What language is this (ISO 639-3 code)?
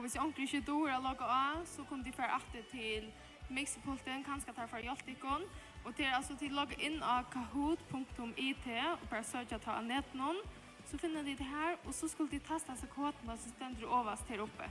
fao